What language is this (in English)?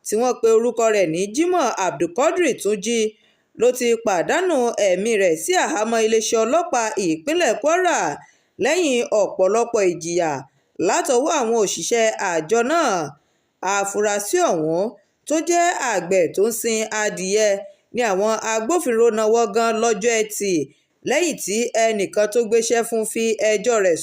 Yoruba